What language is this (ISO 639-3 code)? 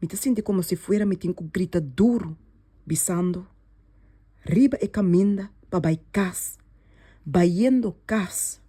pap